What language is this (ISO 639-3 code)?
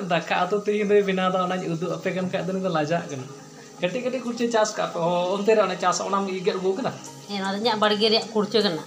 sat